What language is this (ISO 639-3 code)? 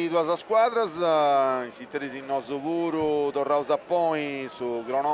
srd